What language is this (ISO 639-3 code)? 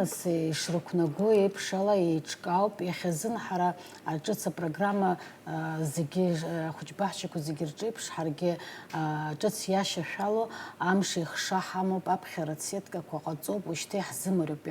abk